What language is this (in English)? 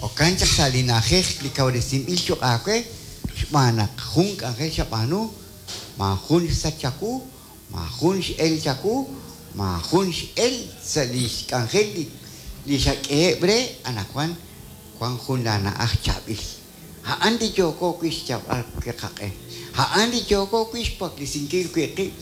Kekchí